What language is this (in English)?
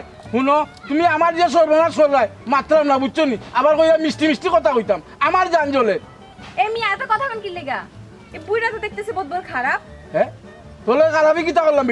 Sylheti